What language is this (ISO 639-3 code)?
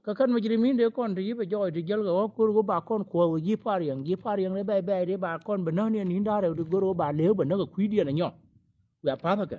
nus